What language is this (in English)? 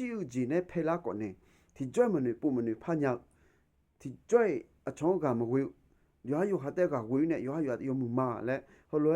Akha